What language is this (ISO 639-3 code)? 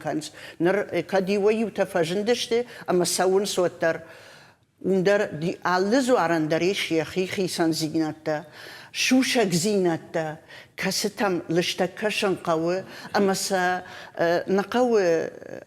oss